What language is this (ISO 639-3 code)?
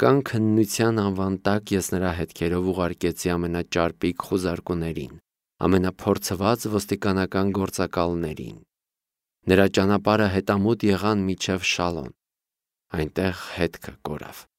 hye